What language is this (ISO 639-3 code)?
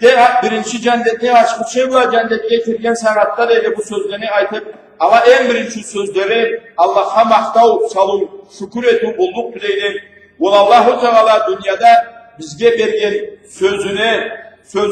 krc